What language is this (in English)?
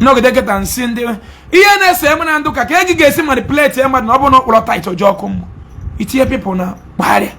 Igbo